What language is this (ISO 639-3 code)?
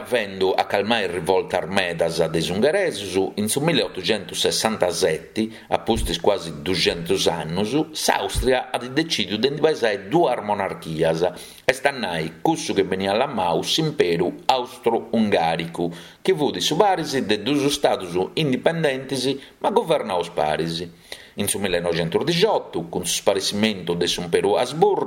srd